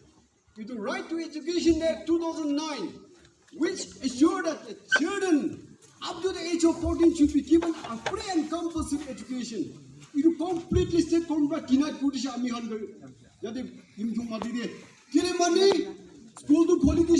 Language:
Naga Pidgin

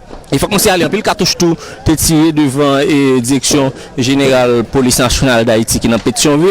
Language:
Haitian Creole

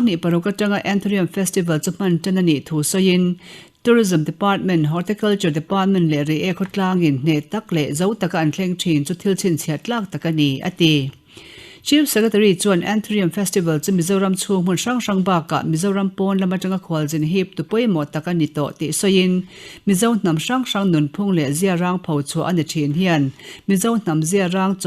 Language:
Mizo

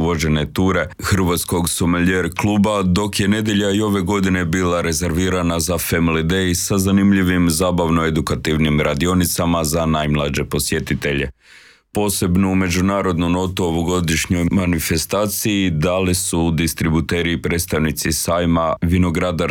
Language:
Croatian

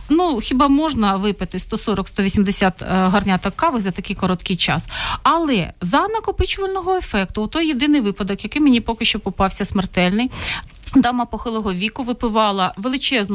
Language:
Ukrainian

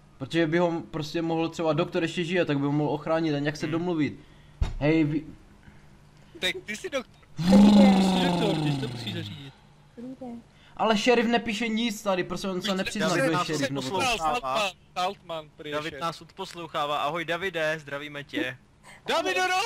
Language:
Czech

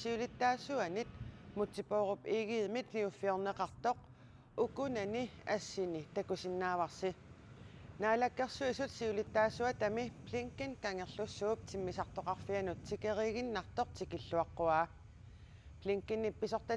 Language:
Kalaallisut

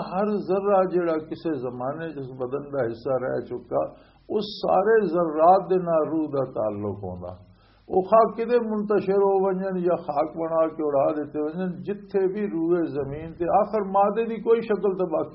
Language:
Western Panjabi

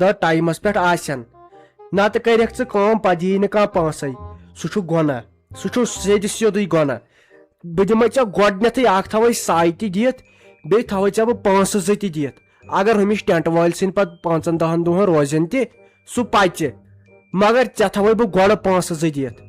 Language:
Kashmiri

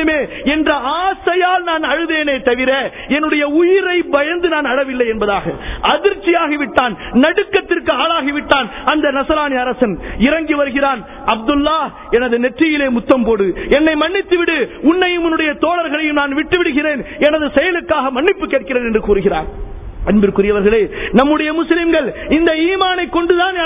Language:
Tamil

